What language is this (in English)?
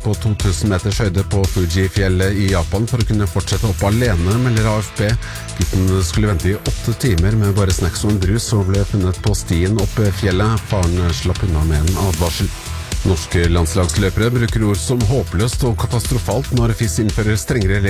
Norwegian